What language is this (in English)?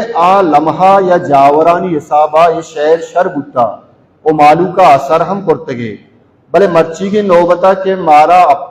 Baluchi